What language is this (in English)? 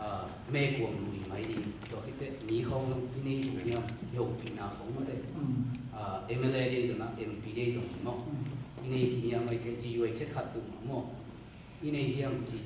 Tedim Chin